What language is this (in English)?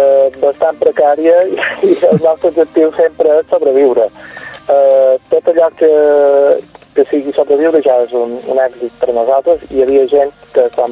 Catalan